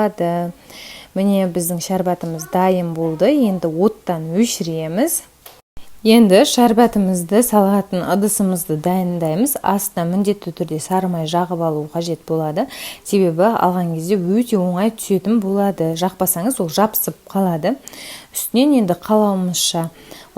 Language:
Kazakh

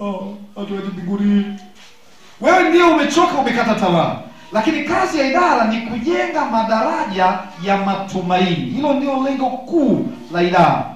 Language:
Swahili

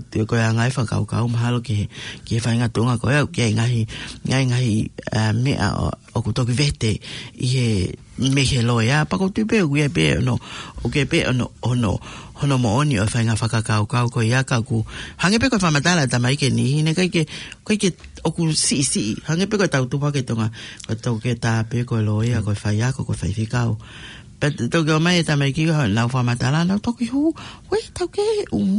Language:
Tongan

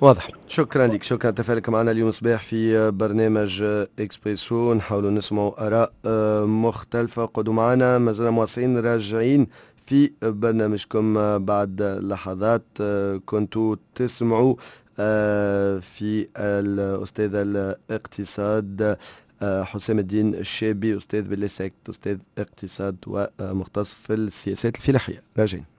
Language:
Tunisian Arabic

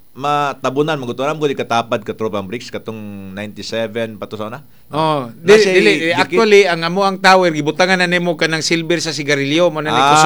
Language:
Cebuano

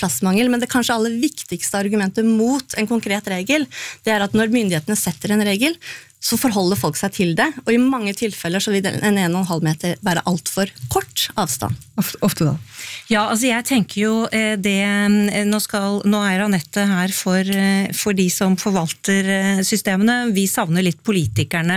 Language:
Norwegian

